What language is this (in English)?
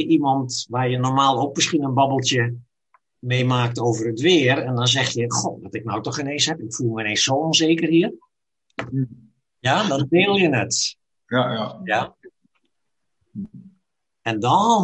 Dutch